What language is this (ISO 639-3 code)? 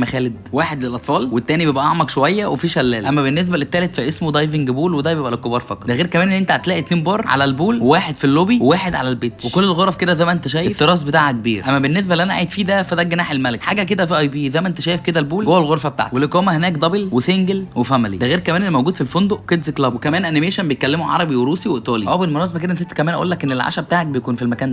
arz